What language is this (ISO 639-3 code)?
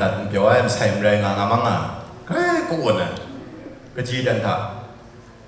kac